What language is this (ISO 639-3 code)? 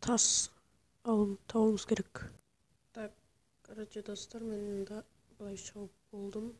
kaa